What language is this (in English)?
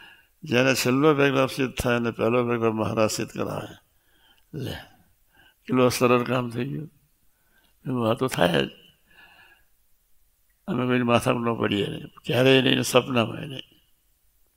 Gujarati